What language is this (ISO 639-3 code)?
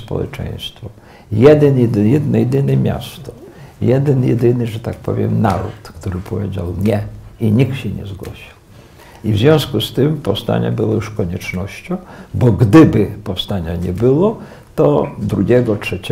pol